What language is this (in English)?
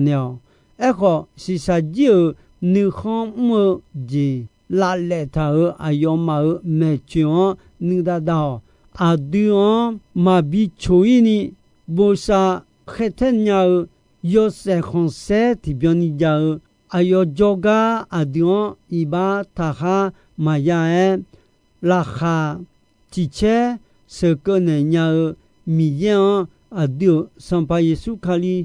Akha